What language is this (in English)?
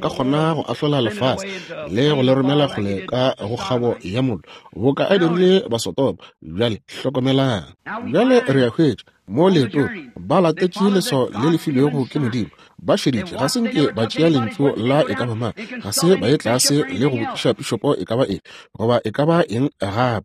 Northern Sotho